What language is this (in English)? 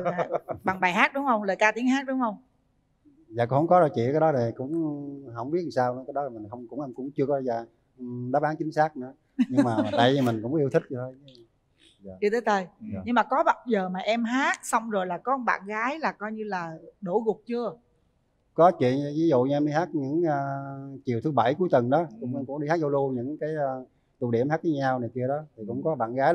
Vietnamese